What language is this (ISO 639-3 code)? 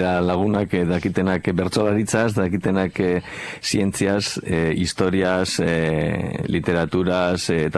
eus